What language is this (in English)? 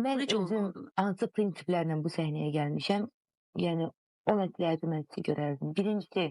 Azerbaijani